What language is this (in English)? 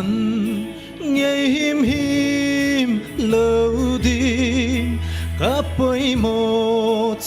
Paite Chin